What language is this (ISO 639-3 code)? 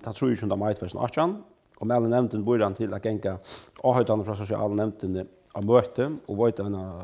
fao